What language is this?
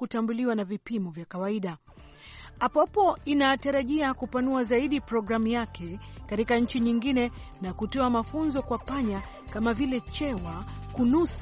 Swahili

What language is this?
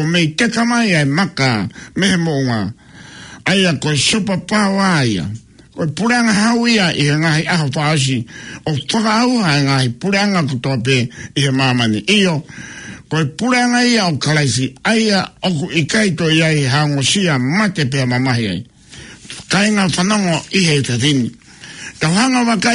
Tongan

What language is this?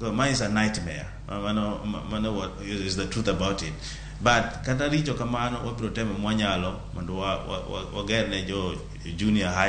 Luo (Kenya and Tanzania)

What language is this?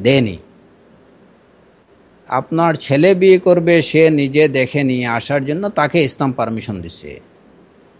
Bangla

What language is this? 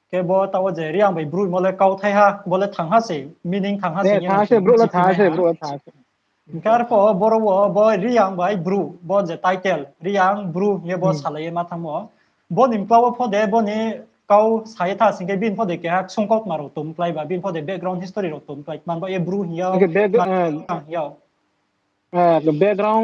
Riang (India)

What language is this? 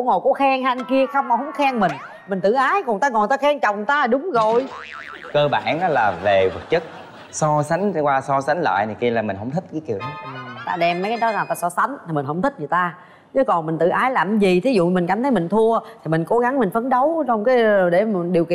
Vietnamese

